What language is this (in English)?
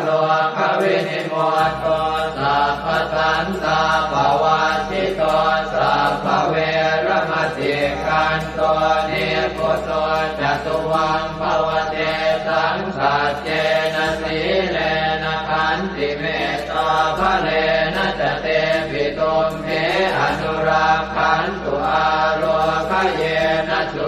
Pali